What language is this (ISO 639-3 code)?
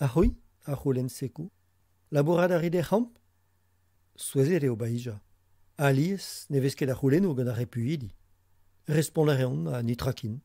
bre